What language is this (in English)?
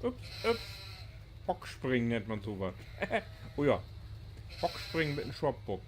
Low German